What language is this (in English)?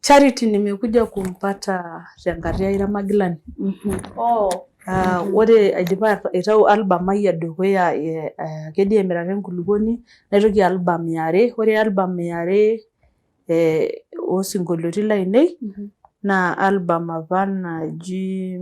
Masai